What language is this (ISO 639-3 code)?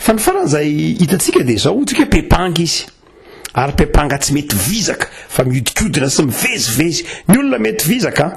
mlg